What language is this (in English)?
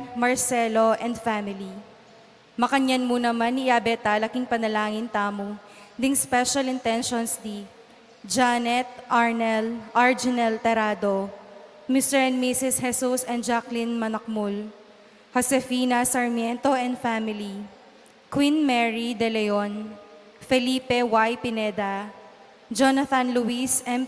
Pampanga